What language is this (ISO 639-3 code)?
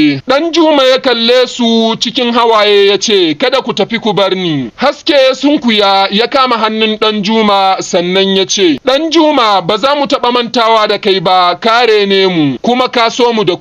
hau